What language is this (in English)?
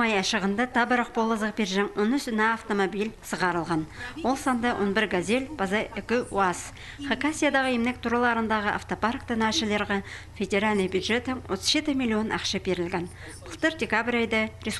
Khakas